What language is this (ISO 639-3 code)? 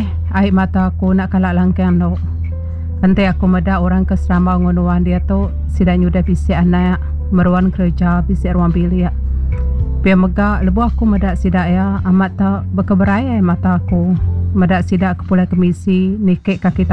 iba